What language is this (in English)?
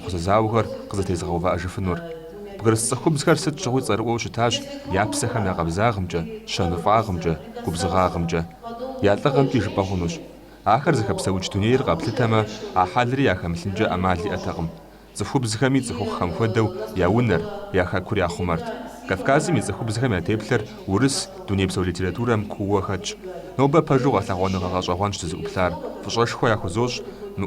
Kabardian